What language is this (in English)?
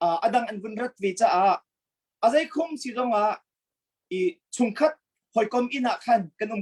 Hakha Chin